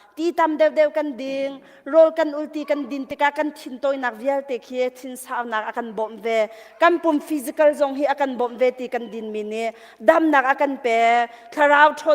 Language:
Hakha Chin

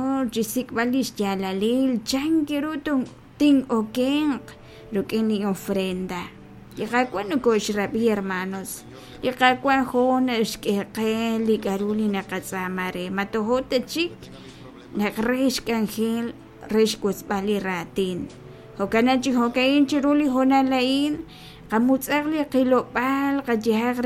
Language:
Kekchí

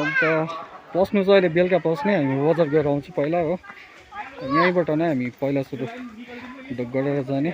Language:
Nepali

